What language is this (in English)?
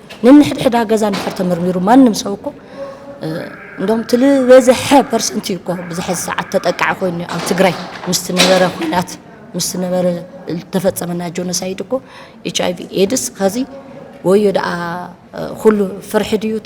Tigrinya